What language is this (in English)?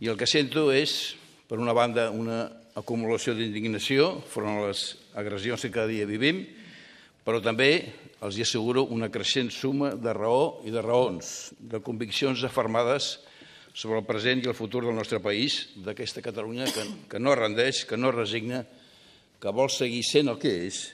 Catalan